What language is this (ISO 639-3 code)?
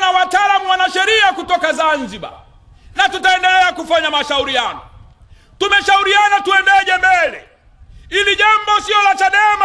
swa